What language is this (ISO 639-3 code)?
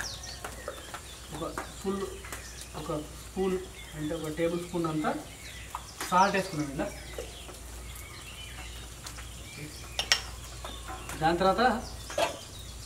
tel